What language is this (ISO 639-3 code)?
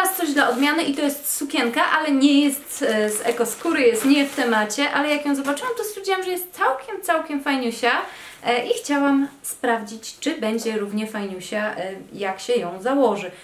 pol